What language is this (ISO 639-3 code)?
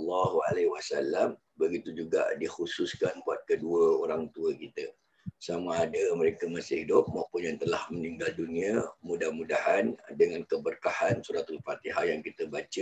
msa